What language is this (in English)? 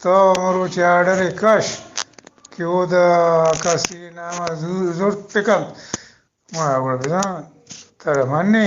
Eastern Balochi